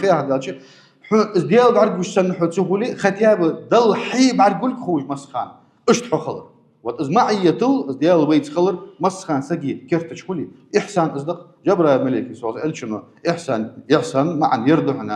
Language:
Ingush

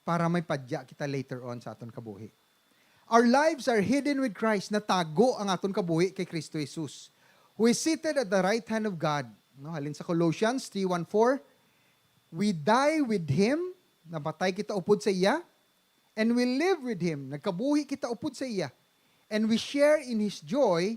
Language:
Hiligaynon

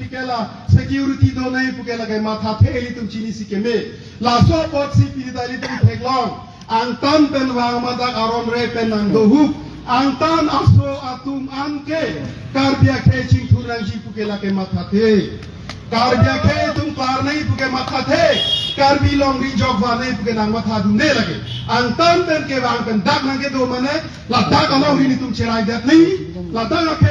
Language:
Karbi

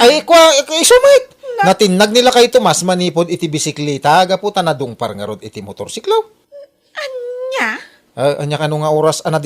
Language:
Iloko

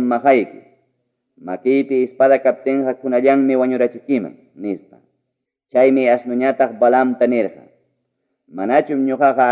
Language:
Ayacucho Quechua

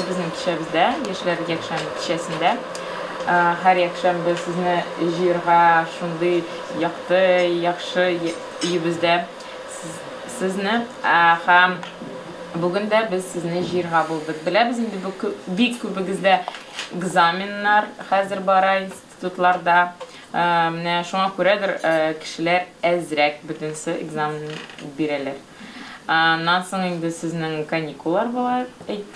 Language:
Tatar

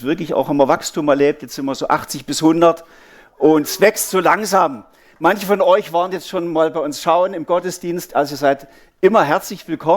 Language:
Swiss German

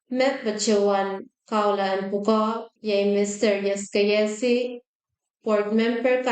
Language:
Pohnpeian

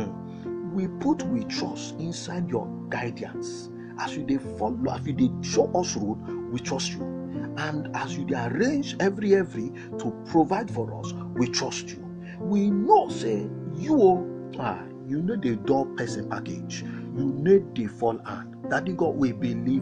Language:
Nigerian Pidgin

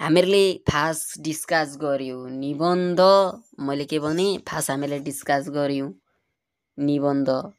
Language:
Nepali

